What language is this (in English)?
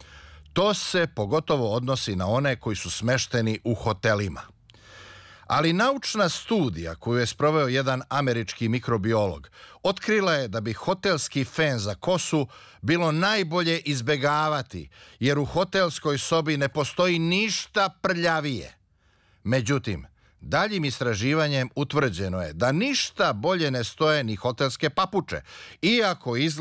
Serbian